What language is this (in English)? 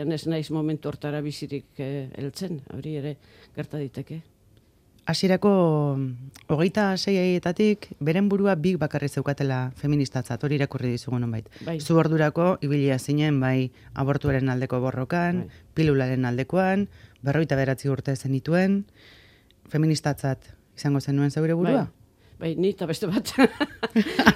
Basque